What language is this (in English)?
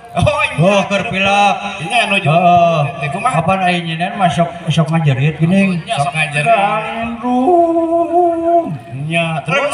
Sundanese